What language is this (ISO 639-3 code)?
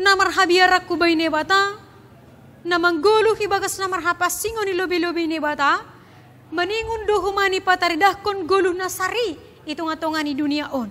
bts